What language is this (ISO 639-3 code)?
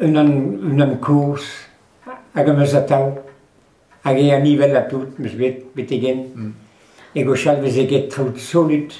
bre